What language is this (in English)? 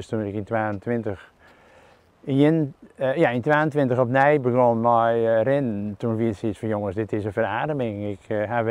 Western Frisian